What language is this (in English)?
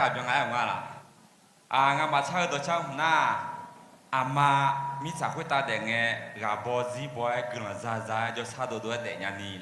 Akha